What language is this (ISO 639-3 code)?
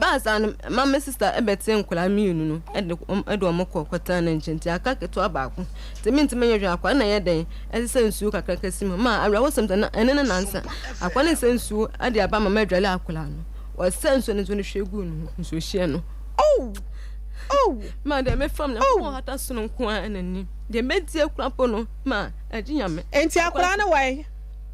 aka